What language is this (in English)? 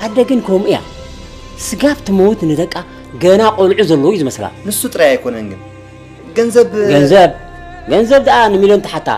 Tigrinya